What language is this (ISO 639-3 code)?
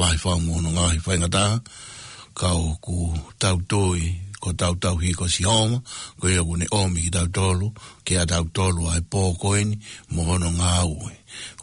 ton